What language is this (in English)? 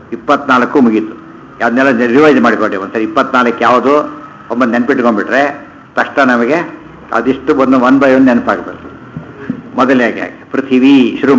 Kannada